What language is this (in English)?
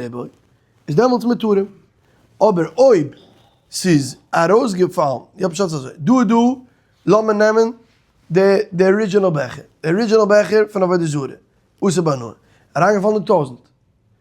Yiddish